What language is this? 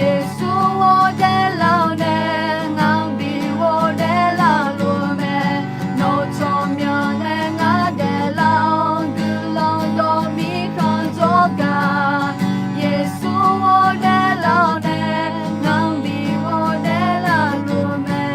Akha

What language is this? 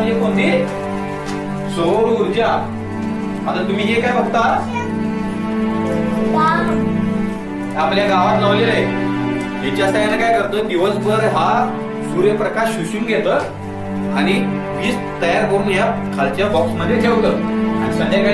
Marathi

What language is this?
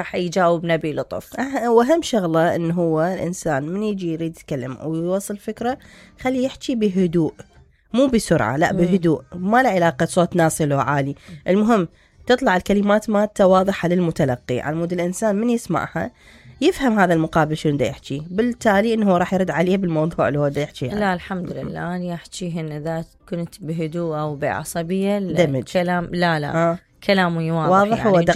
Mesopotamian Arabic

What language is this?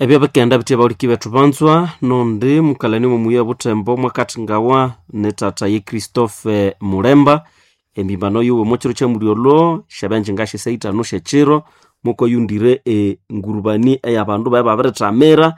Nande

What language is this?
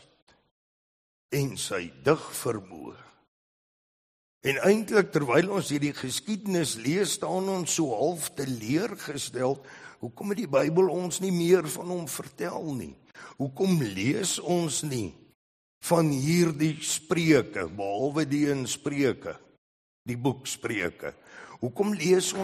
Afrikaans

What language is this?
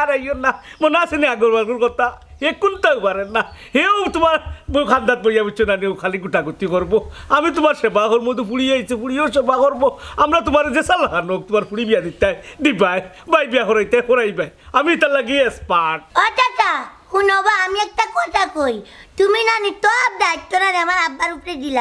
Sylheti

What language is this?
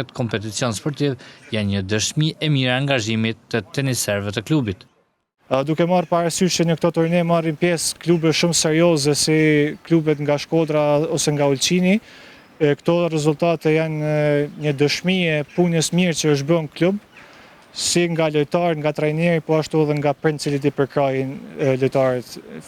Albanian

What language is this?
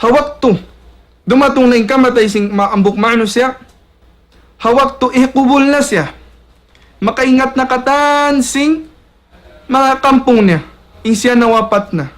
Tausug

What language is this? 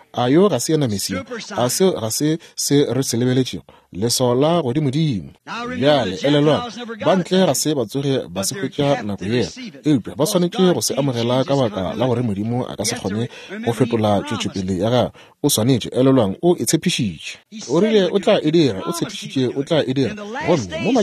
Northern Sotho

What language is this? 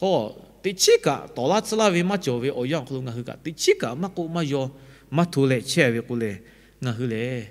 Lahu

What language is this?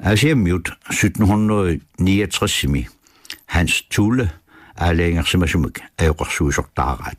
Kalaallisut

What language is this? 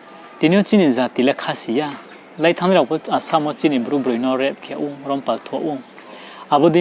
Riang (India)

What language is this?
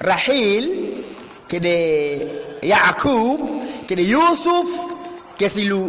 Teso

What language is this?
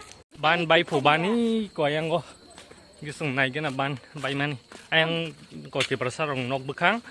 Kok Borok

